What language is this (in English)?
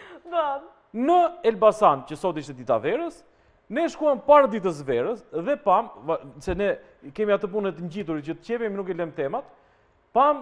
Albanian